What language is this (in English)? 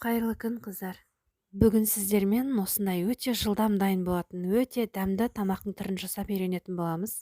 Kazakh